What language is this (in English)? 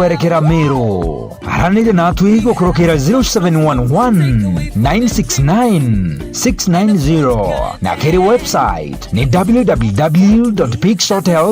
Meru